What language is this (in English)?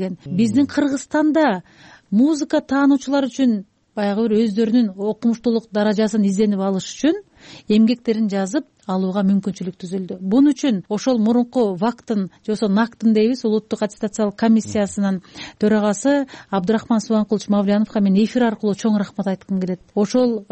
Kyrgyz